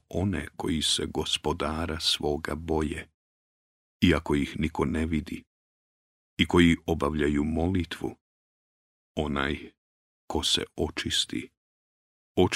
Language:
Bosnian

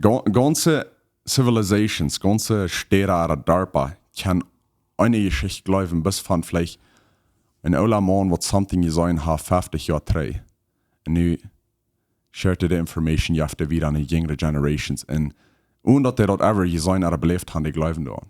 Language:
Plautdietsch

